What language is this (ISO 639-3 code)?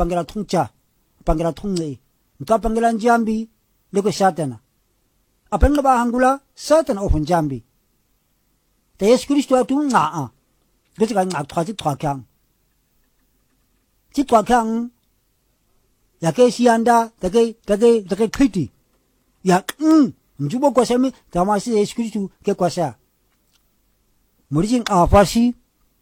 swa